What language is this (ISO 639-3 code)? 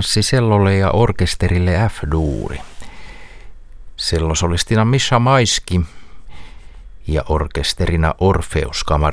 fin